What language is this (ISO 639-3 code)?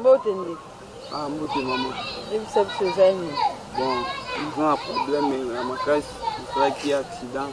lin